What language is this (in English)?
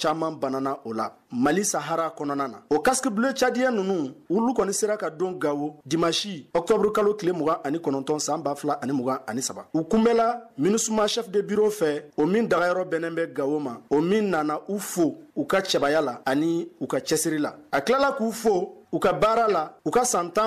Bambara